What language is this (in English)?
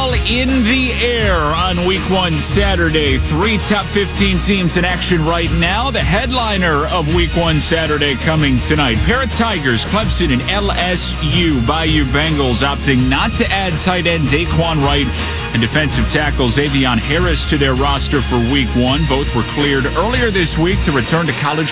English